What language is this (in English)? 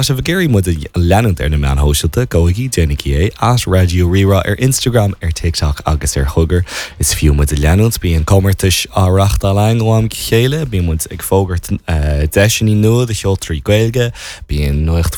Irish